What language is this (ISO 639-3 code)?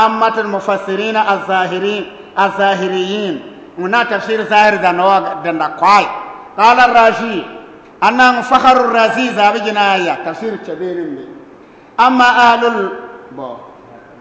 bib